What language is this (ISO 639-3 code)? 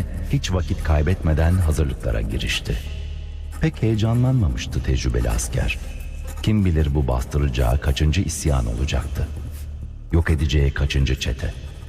tur